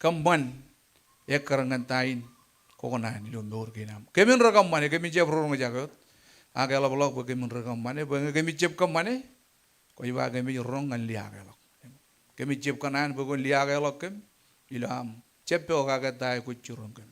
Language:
Marshallese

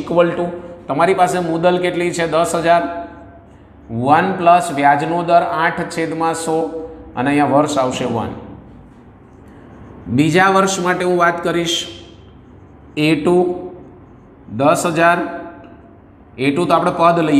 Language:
Gujarati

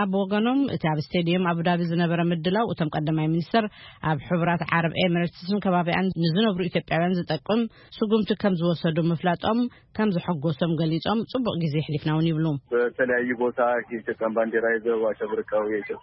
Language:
Tigrinya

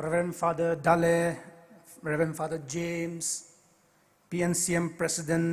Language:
Poumei Naga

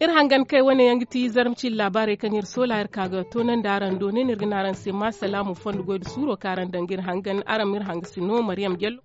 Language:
Zarma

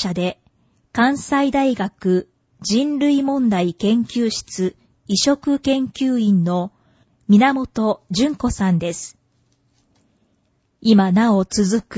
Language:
Japanese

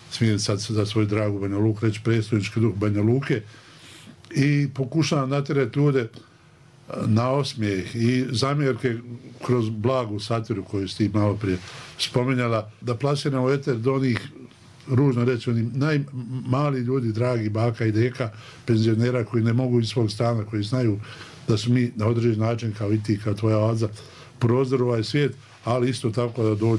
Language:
Bosnian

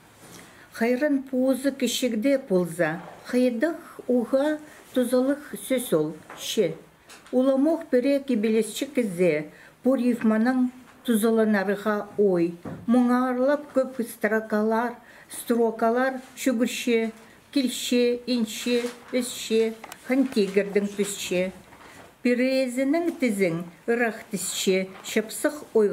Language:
Khakas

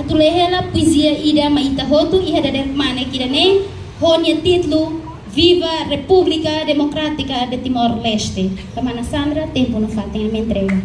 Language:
Tetum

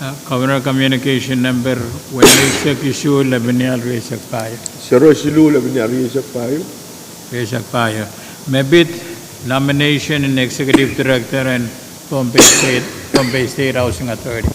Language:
Pohnpeian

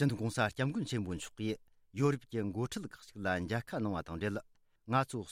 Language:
Tibetan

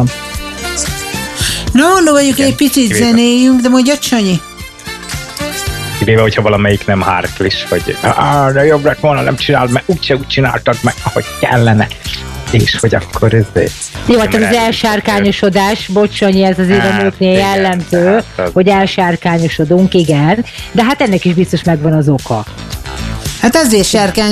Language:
Hungarian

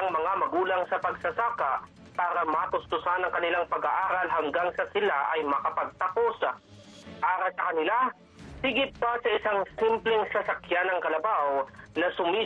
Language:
Filipino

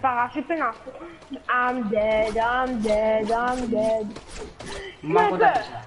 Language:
Morisyen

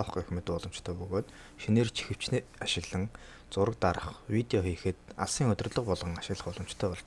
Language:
Mongolian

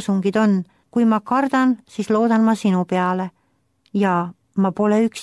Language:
Estonian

